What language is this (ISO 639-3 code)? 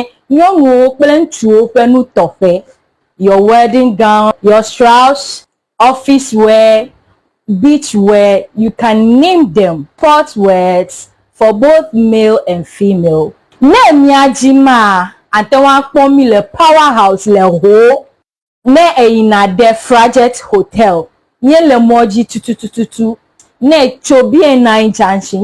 ewe